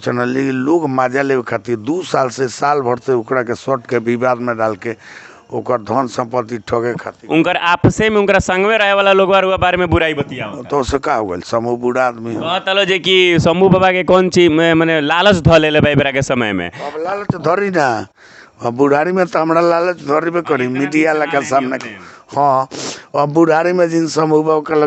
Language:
Bhojpuri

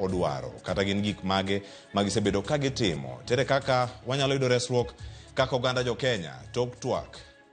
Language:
Luo (Kenya and Tanzania)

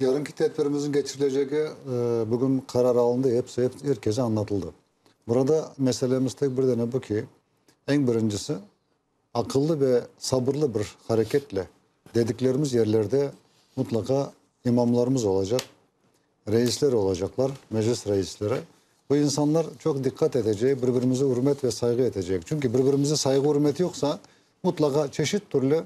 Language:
Crimean Tatar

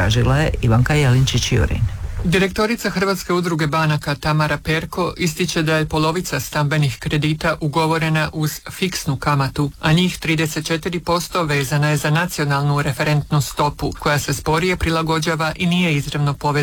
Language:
Croatian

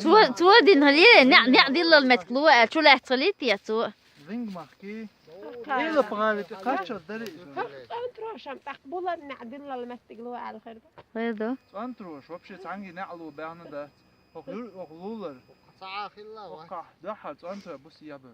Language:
Chechen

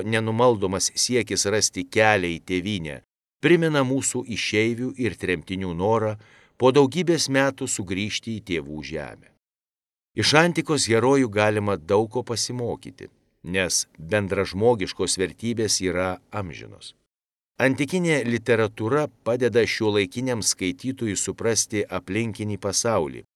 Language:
Lithuanian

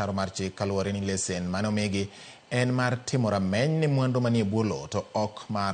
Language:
Luo (Kenya and Tanzania)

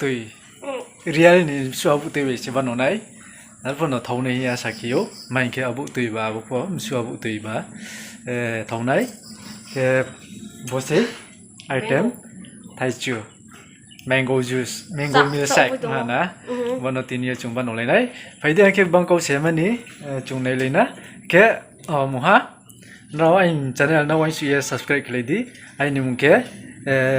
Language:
Riang (India)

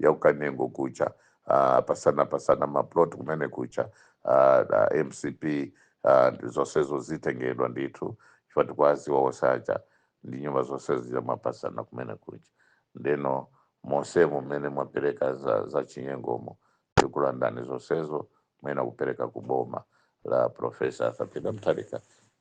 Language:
Nyanja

